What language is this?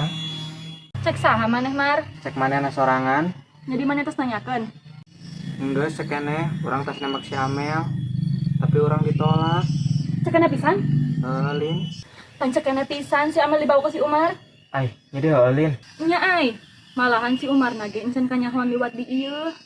Sundanese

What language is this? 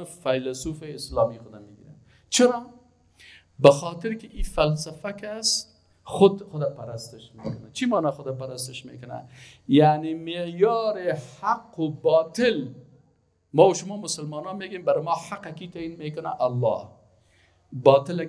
Persian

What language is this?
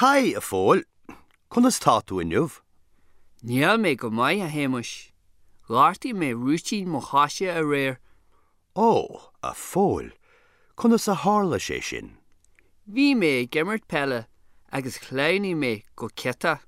Irish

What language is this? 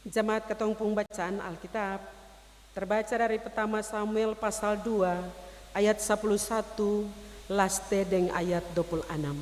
Ambonese Malay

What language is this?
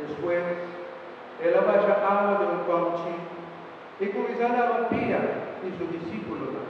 Papiamento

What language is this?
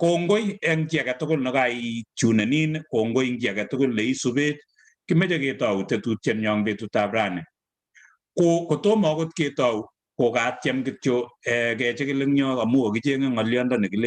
Kalenjin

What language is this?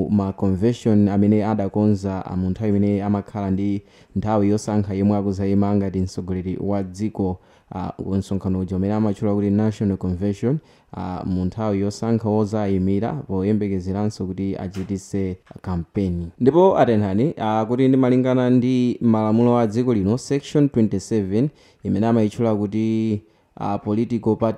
Nyanja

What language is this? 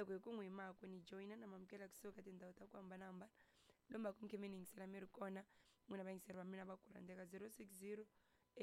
Tsonga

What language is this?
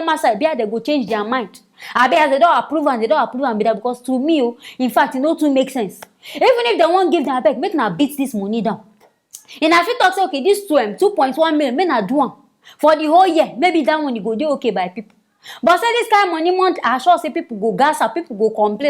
Nigerian Pidgin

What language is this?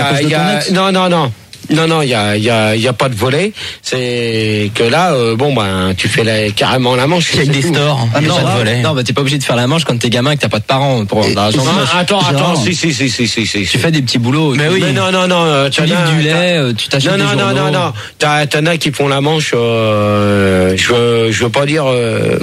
French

